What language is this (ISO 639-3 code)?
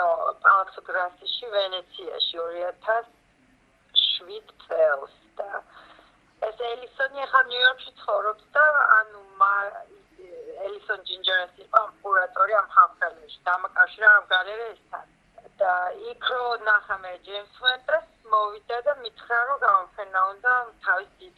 kat